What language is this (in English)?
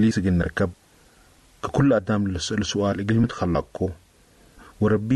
Sudanese Arabic